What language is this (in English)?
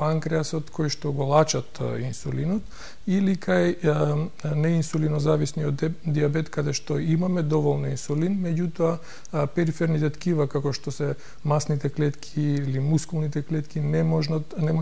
Macedonian